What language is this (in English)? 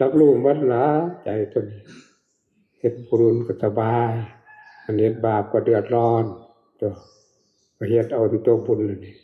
Northeastern Thai